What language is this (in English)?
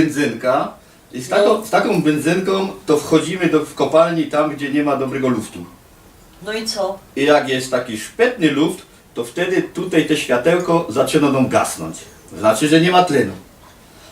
Silesian